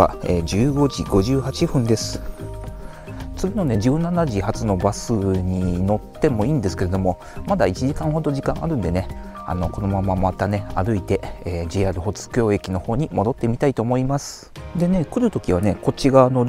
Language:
Japanese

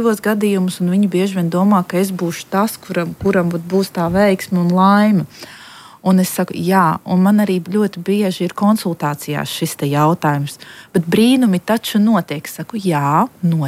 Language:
Latvian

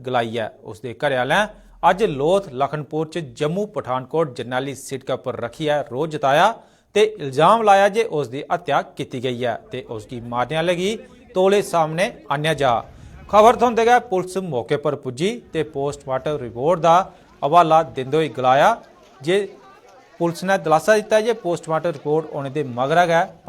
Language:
Dogri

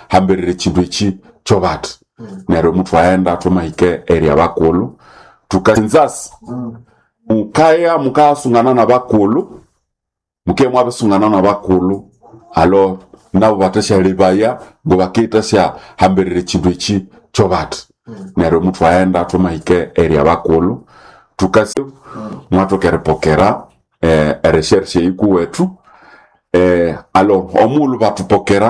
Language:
Nande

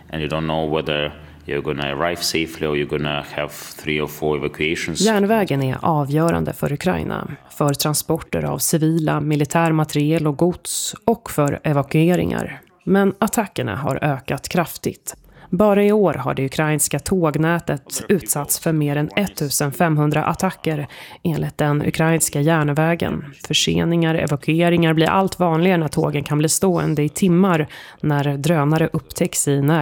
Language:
Swedish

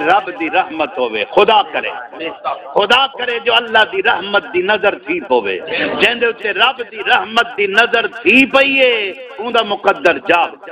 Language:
Saraiki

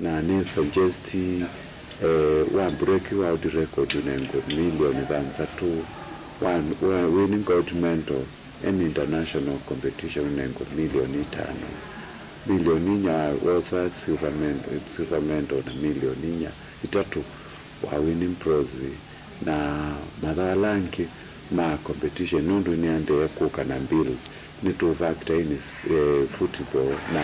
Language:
Kamba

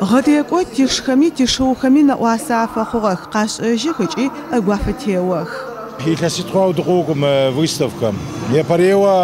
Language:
Adyghe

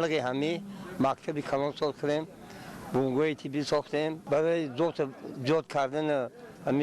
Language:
Tajik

